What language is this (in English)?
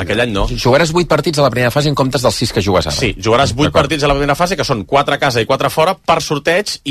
Catalan